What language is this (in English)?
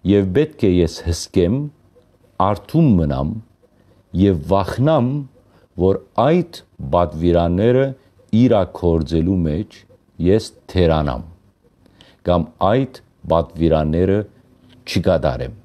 Western Armenian